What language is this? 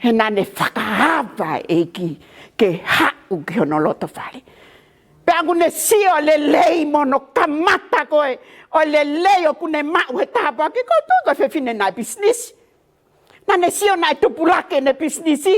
Tongan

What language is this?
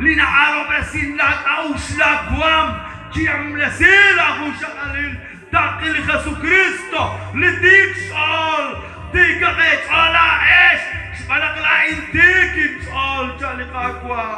Kekchí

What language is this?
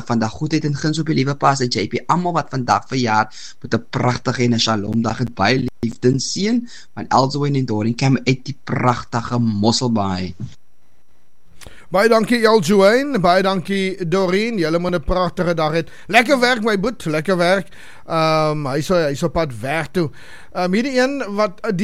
Afrikaans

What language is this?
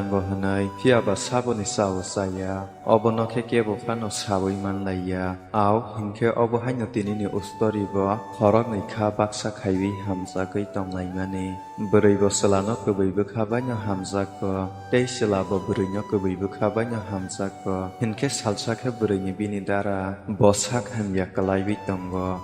Kok Borok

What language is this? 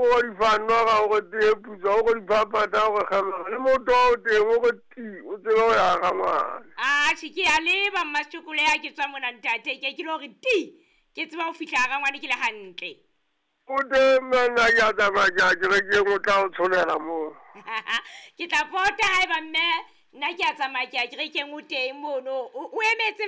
Southern Sotho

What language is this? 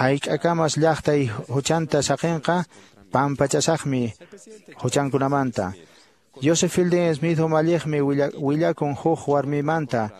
Quechua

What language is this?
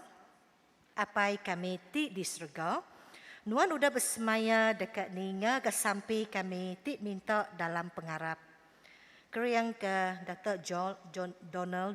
Iban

